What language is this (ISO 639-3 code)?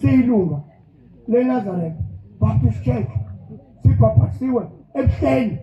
zul